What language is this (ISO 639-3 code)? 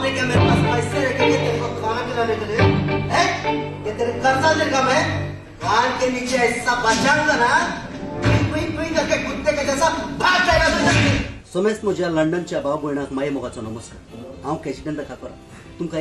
kok